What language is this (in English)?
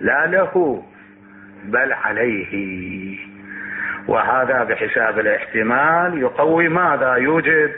Mesopotamian Arabic